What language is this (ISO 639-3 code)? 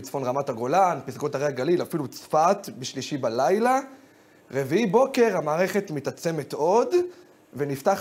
heb